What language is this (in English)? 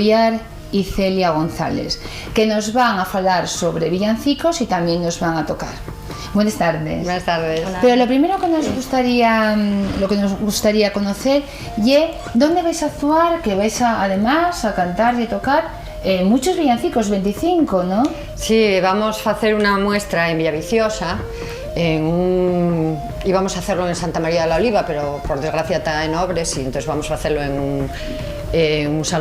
Asturian